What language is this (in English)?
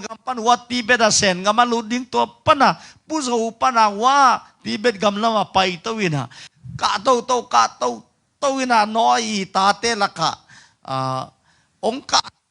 Tedim Chin